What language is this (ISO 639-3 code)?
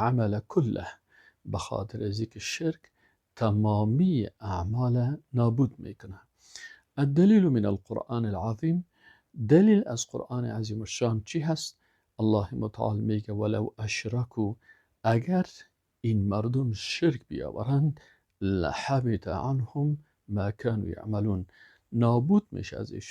fas